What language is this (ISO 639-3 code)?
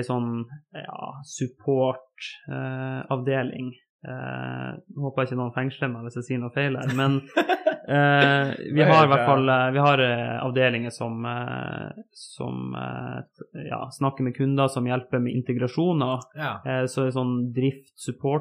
nor